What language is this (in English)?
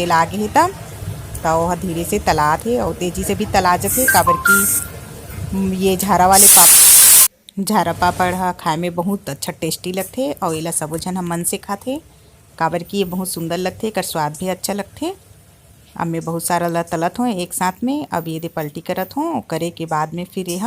Chhattisgarhi